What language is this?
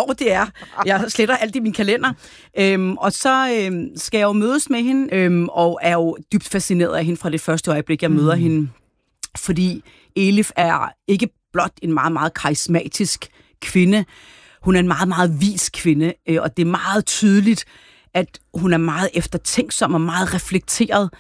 Danish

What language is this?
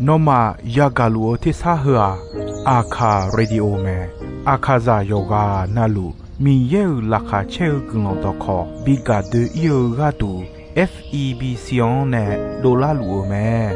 Akha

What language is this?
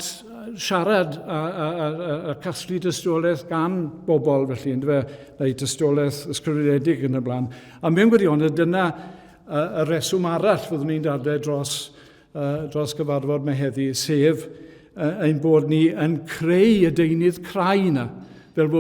Welsh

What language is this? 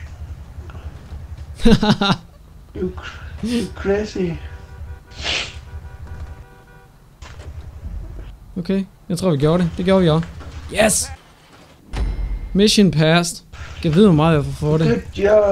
Danish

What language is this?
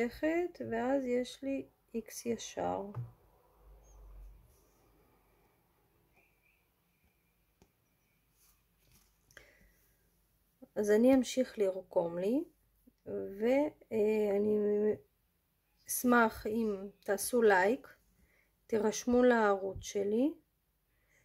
Hebrew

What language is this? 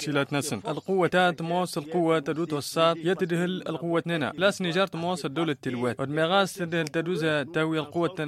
Tamasheq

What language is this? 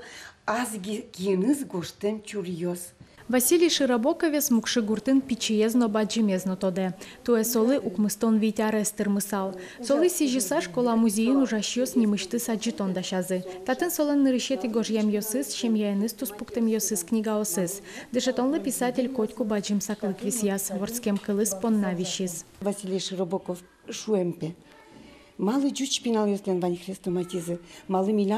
Udmurt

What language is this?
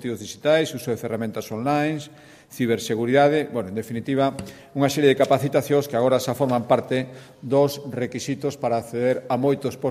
Galician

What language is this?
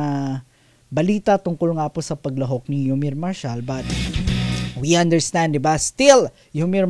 Filipino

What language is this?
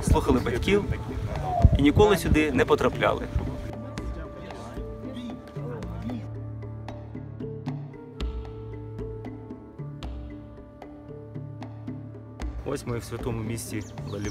Ukrainian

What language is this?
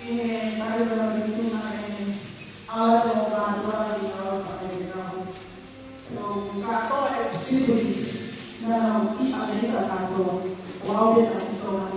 Tongan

